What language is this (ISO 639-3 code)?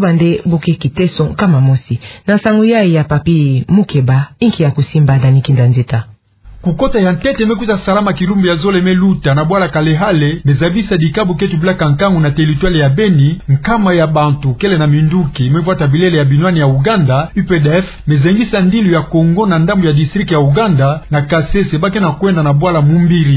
ktu